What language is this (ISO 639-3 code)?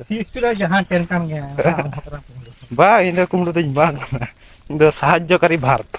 sat